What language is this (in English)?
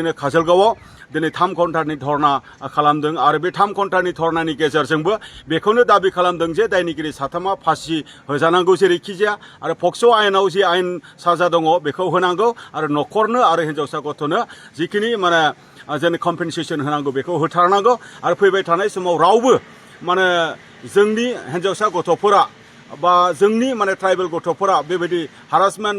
Bodo